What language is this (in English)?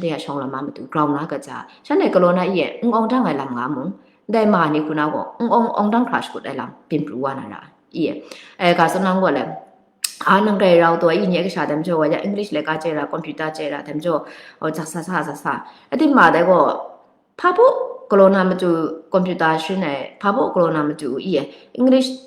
Kachin